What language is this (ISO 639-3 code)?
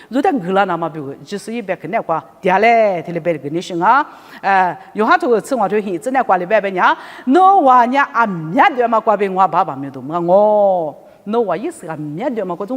lis